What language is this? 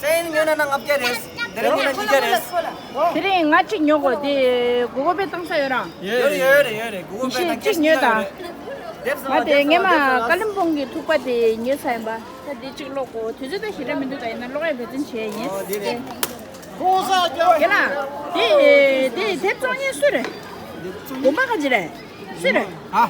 Tibetan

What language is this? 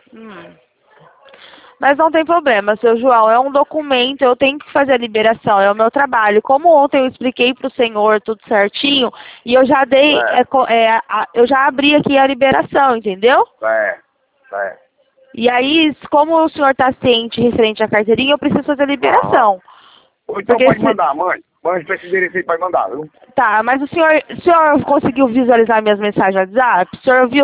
Portuguese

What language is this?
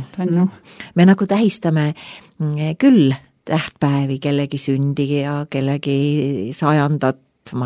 Estonian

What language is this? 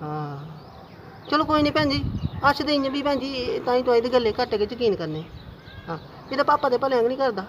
Dogri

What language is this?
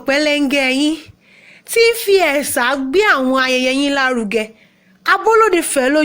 Yoruba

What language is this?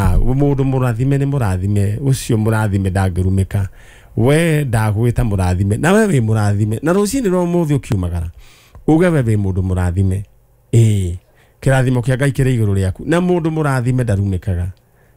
Kikuyu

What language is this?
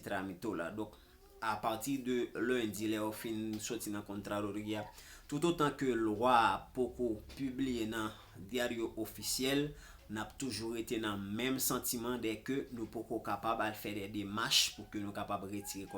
Haitian Creole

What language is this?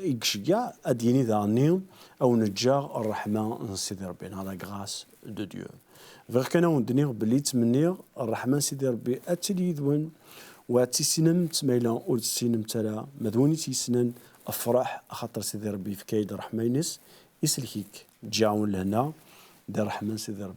Kabyle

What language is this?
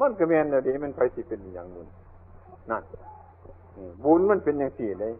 Northeastern Thai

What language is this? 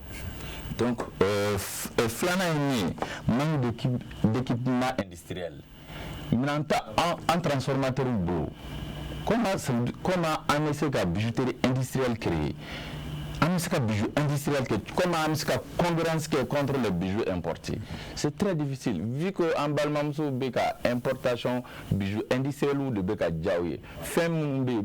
Bambara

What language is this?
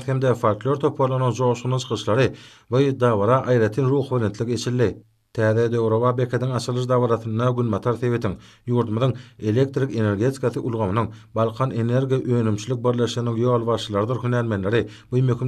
Turkmen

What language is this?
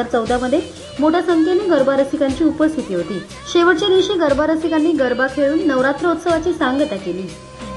Marathi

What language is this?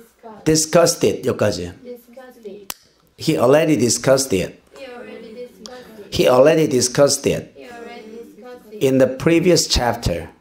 Korean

